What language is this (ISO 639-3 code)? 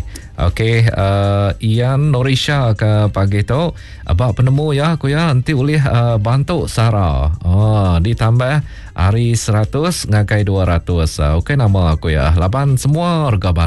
iba